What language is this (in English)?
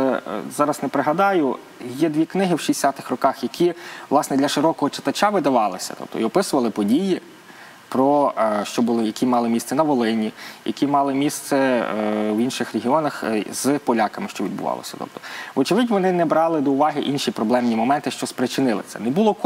Ukrainian